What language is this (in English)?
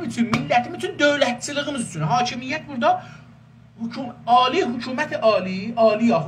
South Azerbaijani